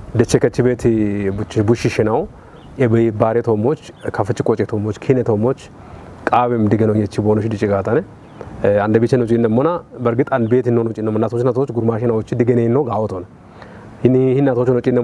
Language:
Kafa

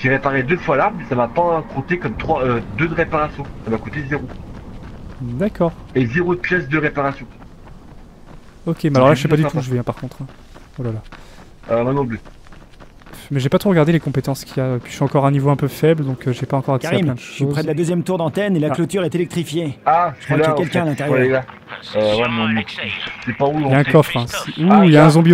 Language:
French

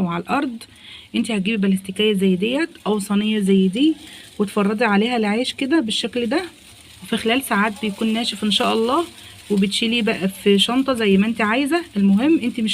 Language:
Egyptian Arabic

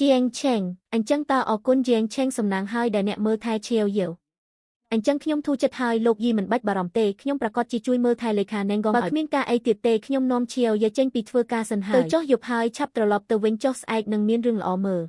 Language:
Khmer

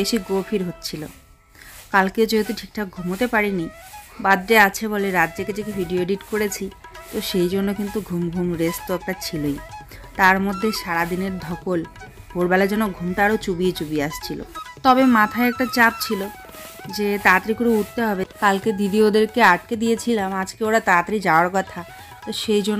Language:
Bangla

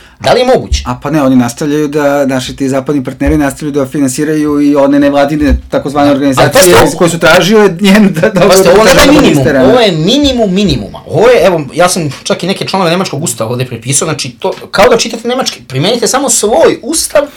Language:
Serbian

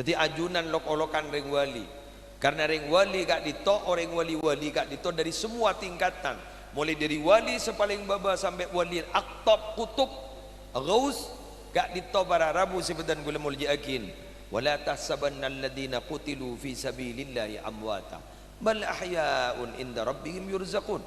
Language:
Madurese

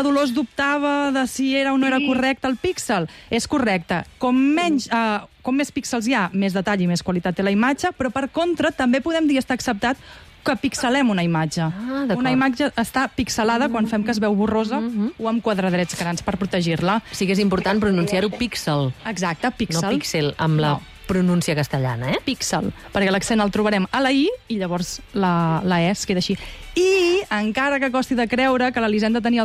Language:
Catalan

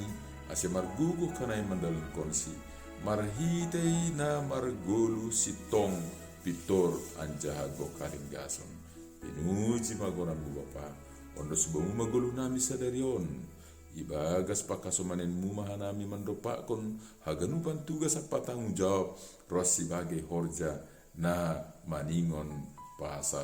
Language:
Batak Simalungun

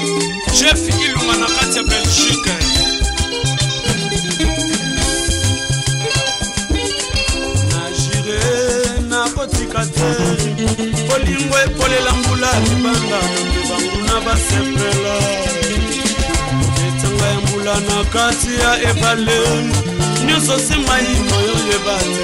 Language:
Lingala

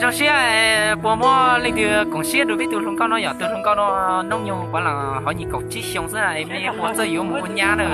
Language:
Hmong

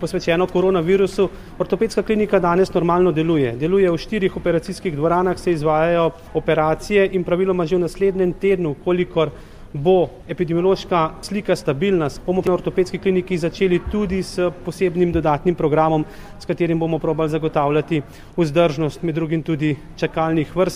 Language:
Slovenian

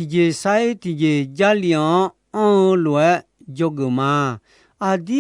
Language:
Akha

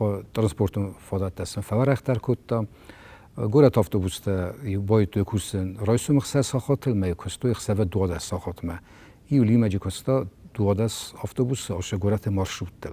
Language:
Ossetic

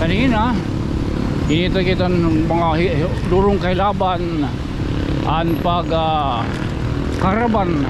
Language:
Waray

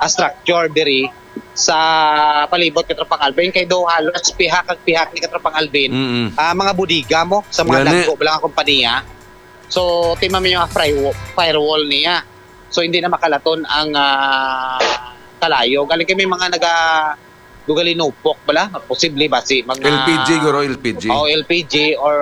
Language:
Hiligaynon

